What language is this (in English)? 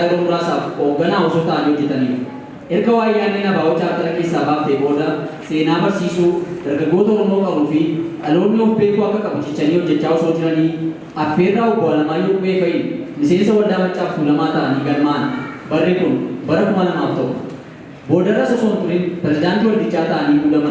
Oromo